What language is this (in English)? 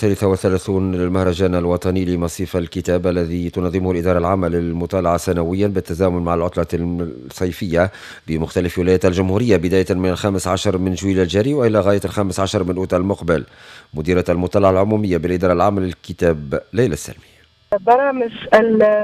Tunisian Arabic